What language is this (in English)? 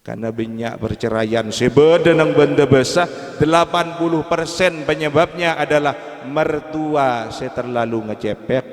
Madurese